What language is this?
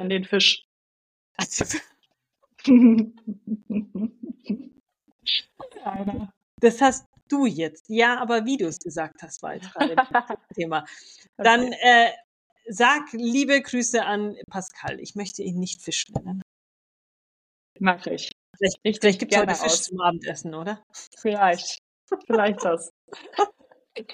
German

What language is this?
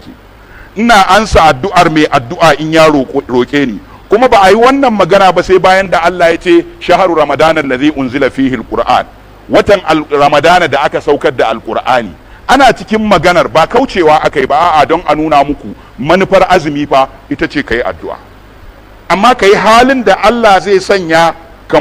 Hausa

